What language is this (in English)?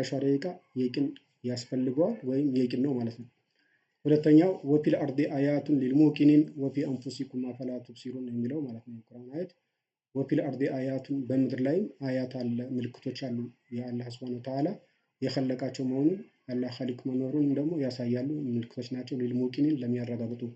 Amharic